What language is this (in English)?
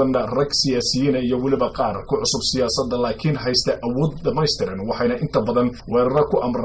Somali